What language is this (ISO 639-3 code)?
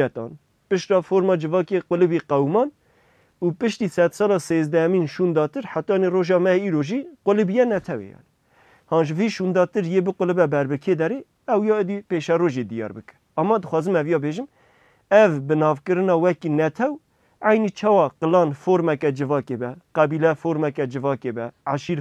kur